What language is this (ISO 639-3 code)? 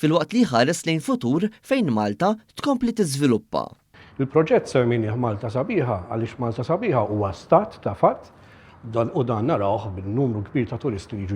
mlt